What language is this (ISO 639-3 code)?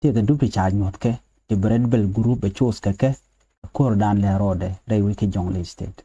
nus